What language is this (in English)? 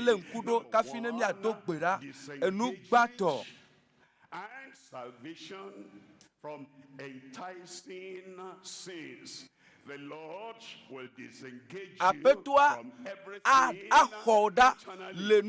Ewe